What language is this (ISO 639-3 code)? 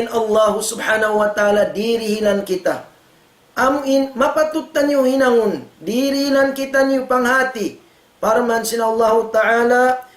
tsg